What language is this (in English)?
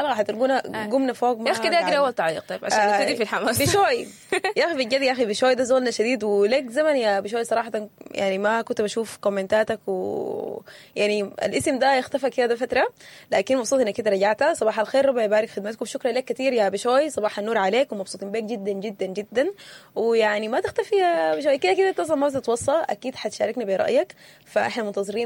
Sudanese Arabic